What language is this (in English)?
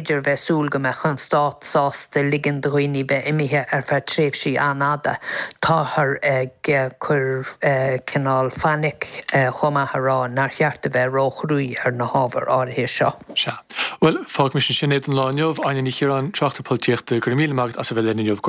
Irish